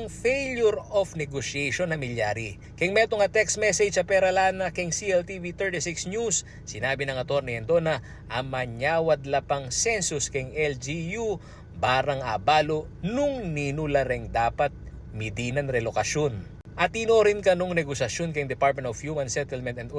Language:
Pampanga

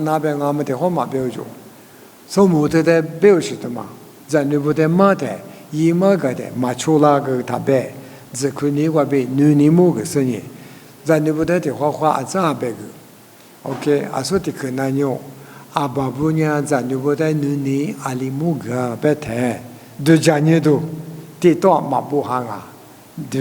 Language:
Lisu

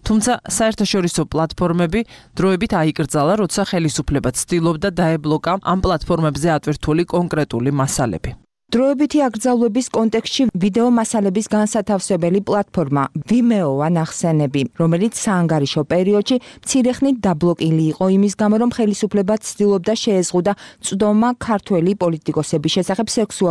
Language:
Georgian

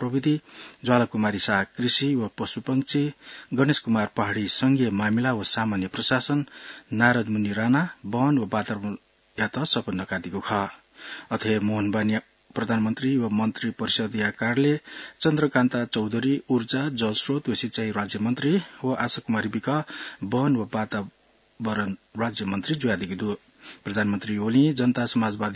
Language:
Newari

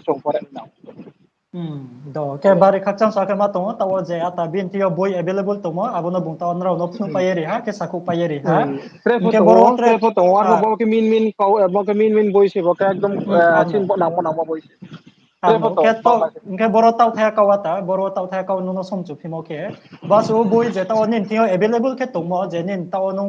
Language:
Riang (India)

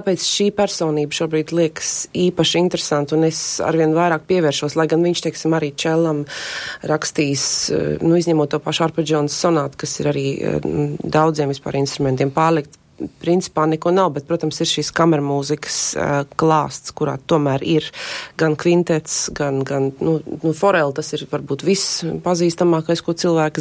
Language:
Latvian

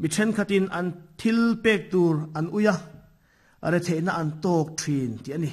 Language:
Mizo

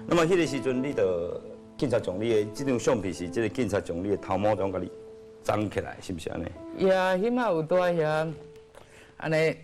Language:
Min Nan Chinese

